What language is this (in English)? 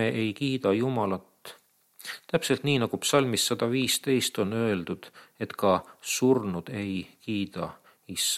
Estonian